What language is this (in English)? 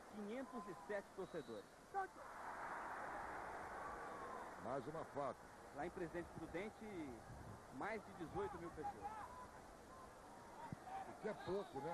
Portuguese